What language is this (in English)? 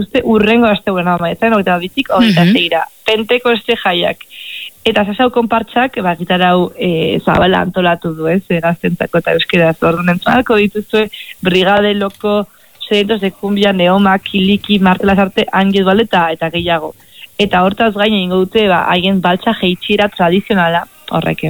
Basque